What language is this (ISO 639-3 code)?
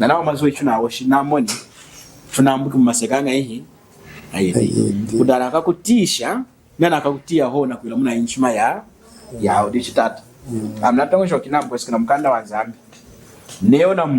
lun